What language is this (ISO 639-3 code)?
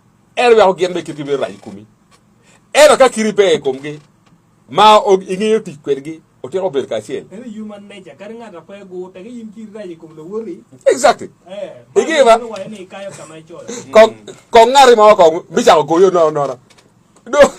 ach